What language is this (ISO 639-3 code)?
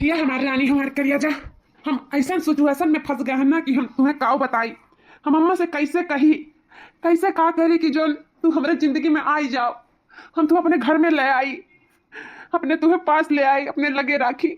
awa